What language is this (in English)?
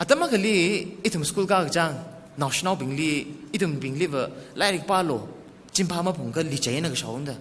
Tangkhul Naga (India)